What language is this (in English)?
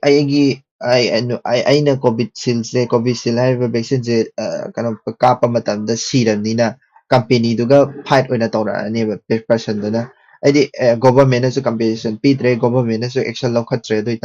Manipuri